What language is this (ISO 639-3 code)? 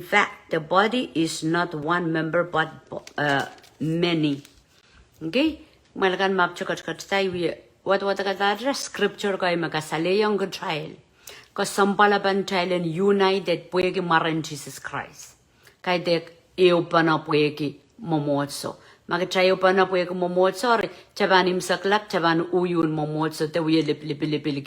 pon